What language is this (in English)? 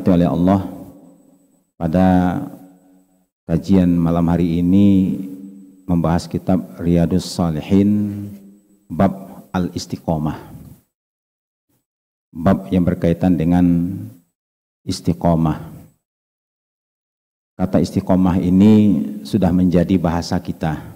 Indonesian